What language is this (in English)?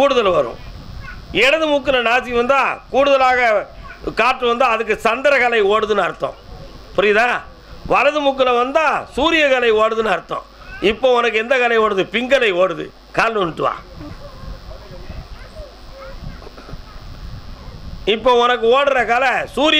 Tamil